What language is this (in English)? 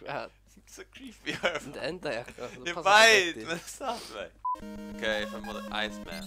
Faroese